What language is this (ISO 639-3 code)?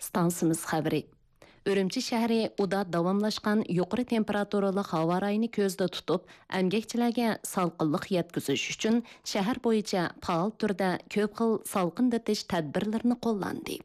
uig